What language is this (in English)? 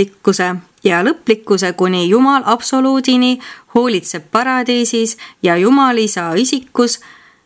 Estonian